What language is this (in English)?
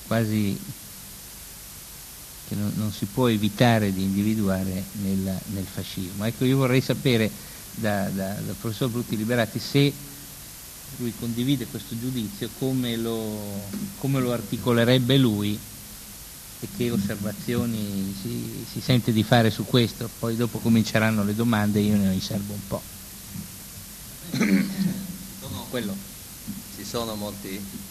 Italian